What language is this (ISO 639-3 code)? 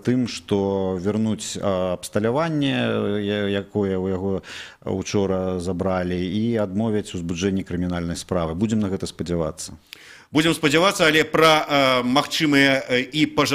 bel